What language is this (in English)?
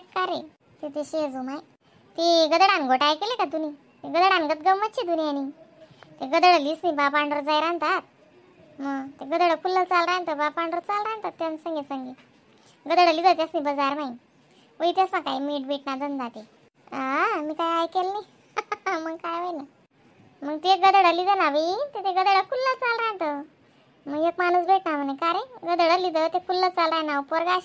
Khandesi